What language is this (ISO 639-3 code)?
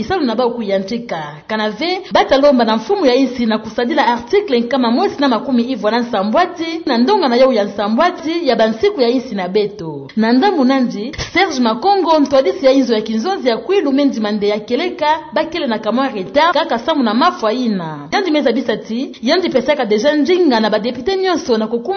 ktu